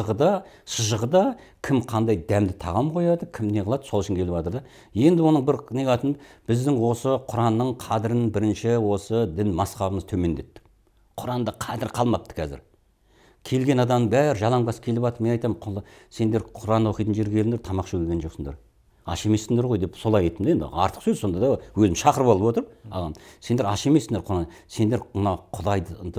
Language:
Kazakh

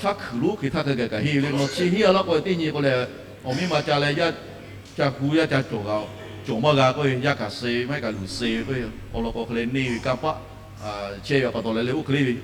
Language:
Lahu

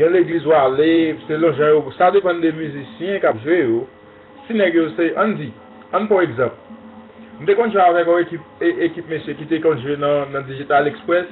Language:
Haitian Creole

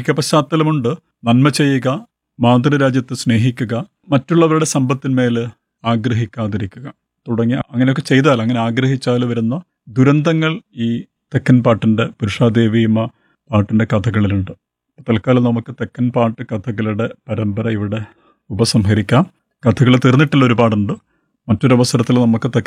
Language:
Malayalam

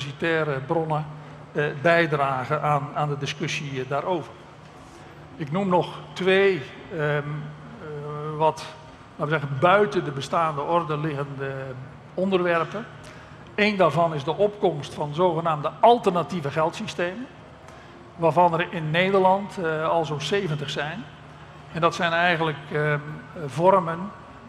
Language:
Dutch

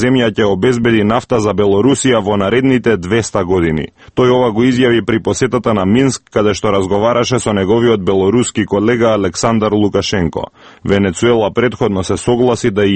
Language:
Macedonian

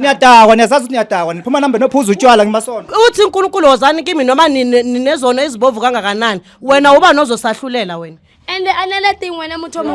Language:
Zulu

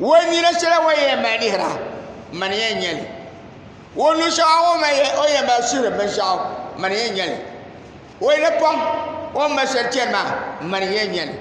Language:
Dagbani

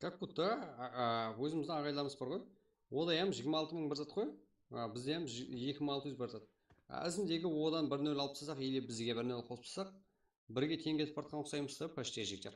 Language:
Kara-Kalpak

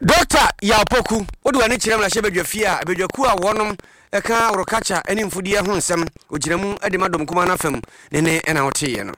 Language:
Akan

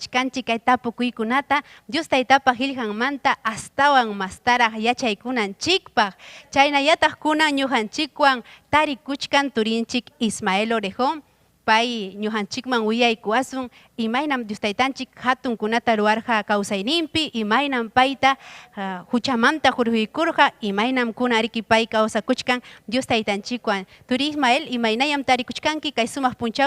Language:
Ayacucho Quechua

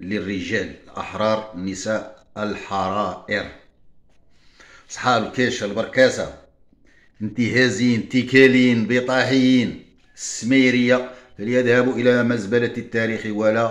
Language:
Moroccan Arabic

